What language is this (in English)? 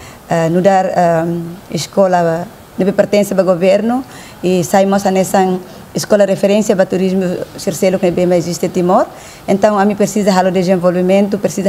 Tetum